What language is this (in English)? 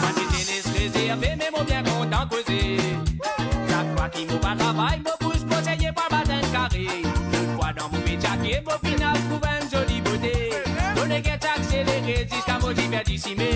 Morisyen